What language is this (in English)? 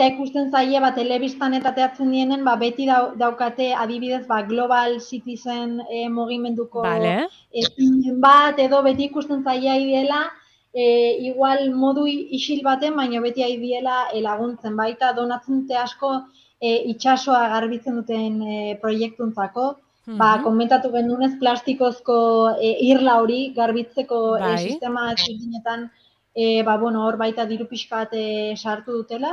Basque